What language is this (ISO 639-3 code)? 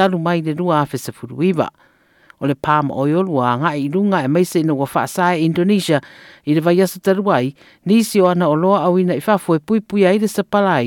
smo